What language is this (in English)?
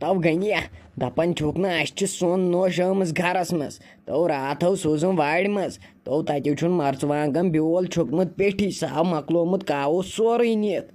Kashmiri